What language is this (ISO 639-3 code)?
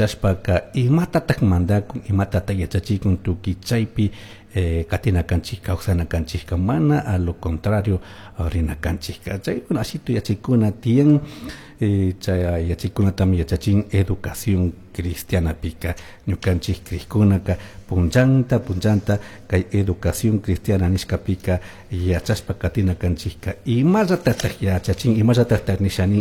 qug